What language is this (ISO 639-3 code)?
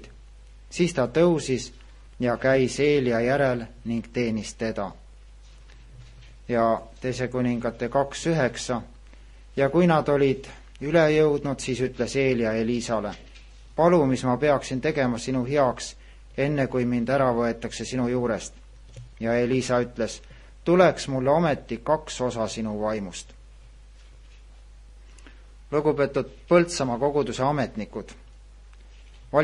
est